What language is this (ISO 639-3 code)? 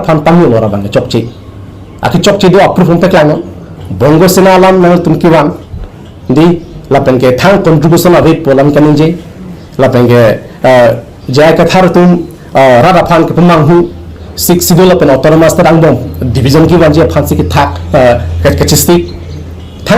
mjw